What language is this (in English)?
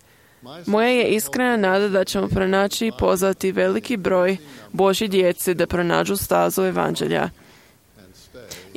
Croatian